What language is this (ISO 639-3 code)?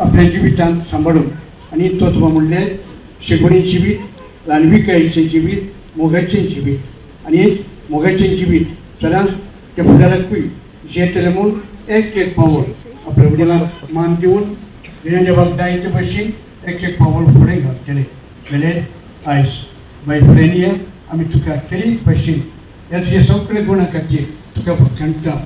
kok